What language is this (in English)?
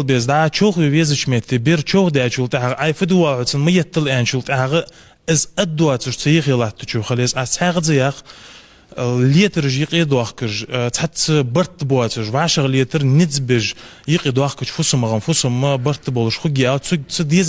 Ingush